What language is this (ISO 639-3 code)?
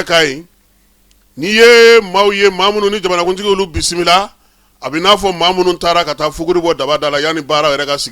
bam